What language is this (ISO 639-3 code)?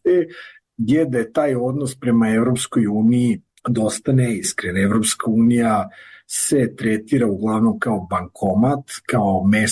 srp